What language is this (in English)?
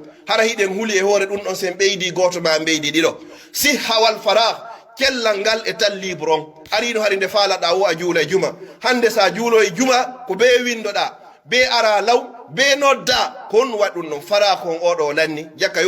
Pular